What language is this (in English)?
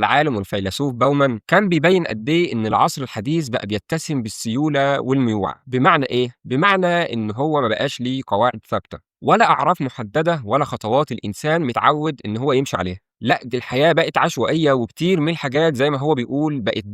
Egyptian Arabic